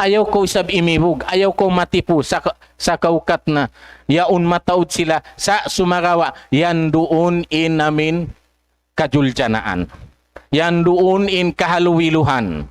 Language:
Tausug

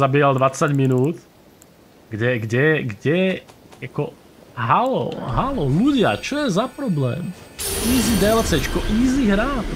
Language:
Slovak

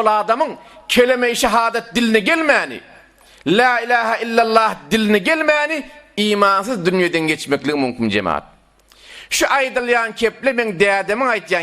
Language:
Turkmen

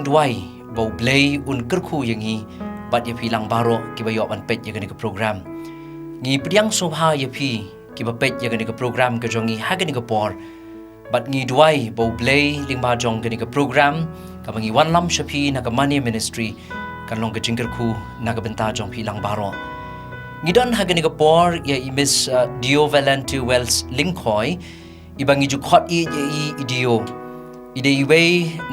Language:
Khasi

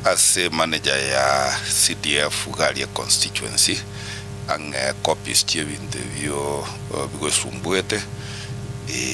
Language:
Gusii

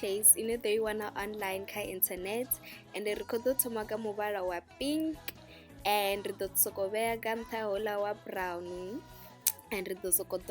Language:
Venda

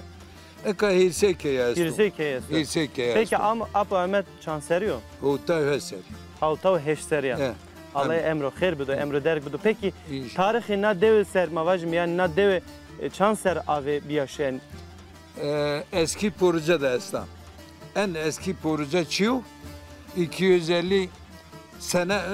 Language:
Zaza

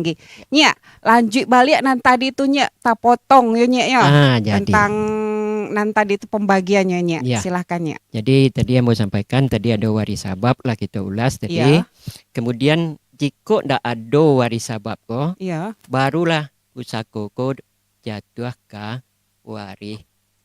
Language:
Minangkabau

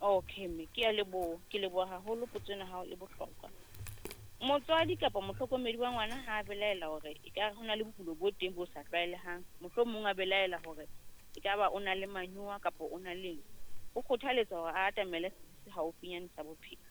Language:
Southern Sotho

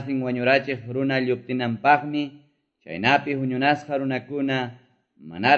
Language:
Quechua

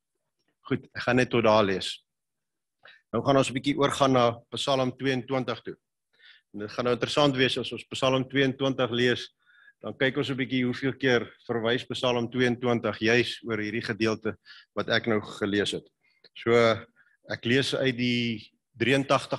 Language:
Afrikaans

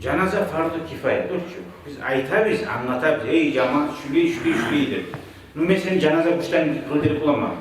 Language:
Kumyk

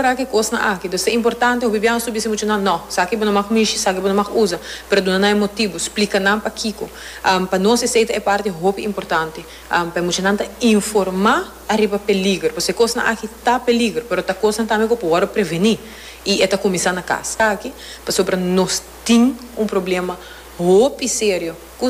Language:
Papiamento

